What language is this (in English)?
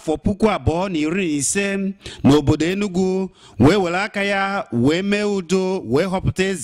Igbo